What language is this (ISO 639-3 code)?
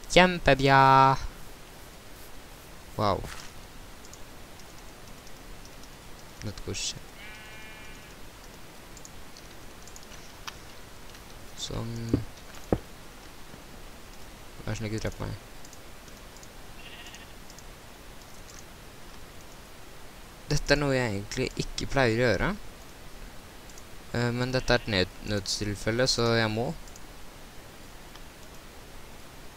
nor